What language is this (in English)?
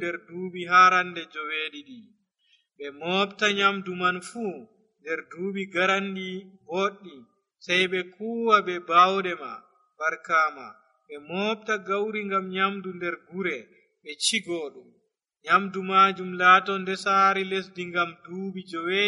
Nigerian Fulfulde